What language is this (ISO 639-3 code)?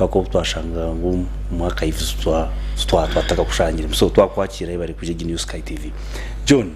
nyn